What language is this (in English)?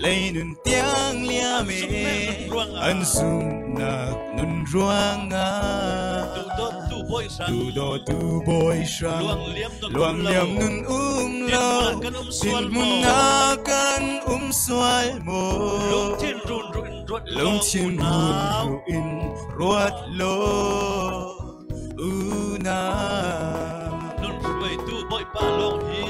Falam Chin